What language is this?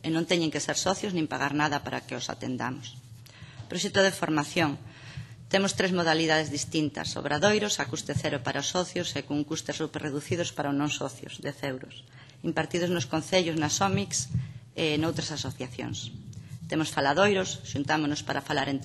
Galician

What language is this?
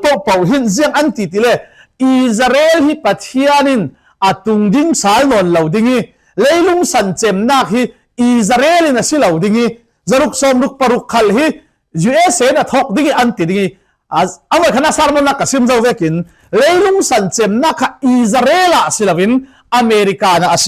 Falam Chin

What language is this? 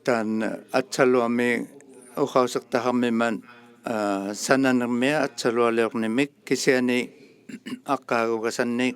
Inuktitut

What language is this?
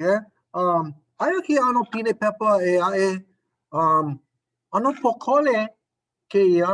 Hawaiian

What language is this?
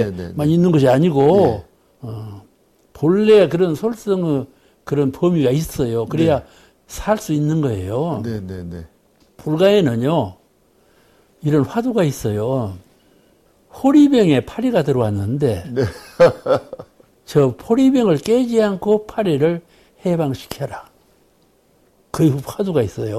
Korean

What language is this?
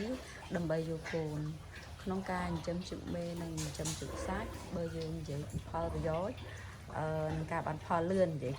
Khmer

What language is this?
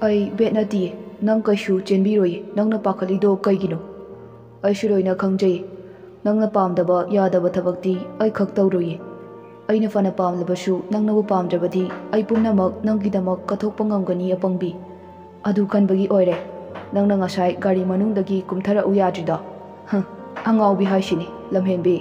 Manipuri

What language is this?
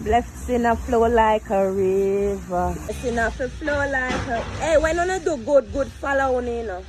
Jamaican Creole English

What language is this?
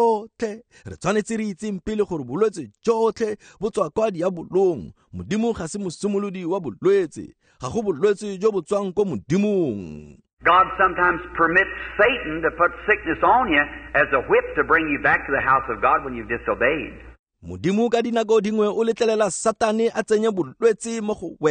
Tswana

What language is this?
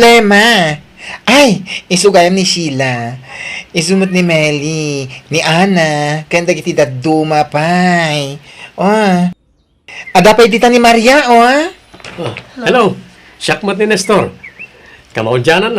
Iloko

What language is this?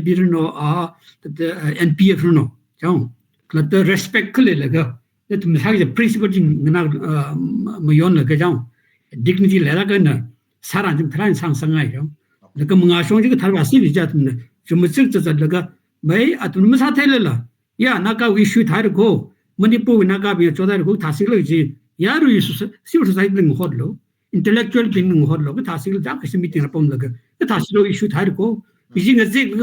Tangkhul Naga (India)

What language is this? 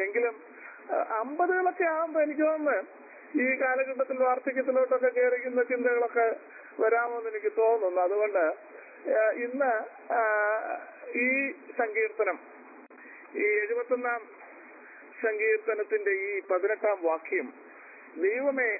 Malayalam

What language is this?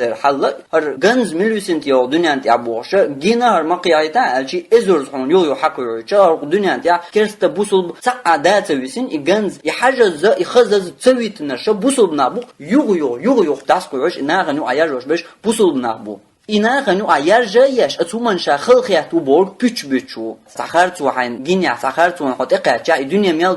Chechen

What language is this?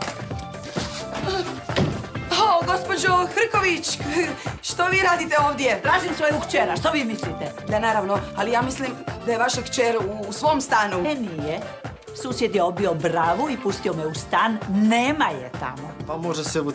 Croatian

